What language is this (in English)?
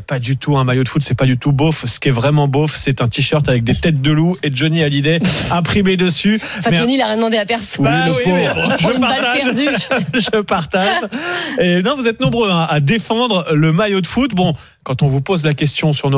French